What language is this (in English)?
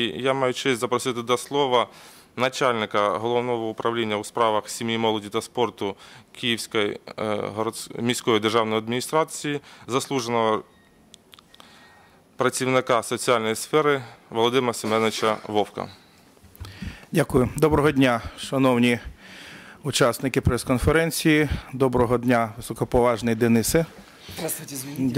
Ukrainian